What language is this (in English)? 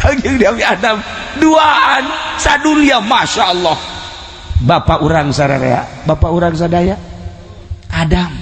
Sundanese